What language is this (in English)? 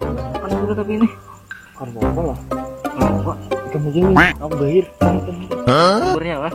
Banjar